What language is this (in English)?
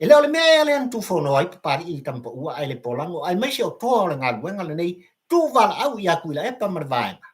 Samoan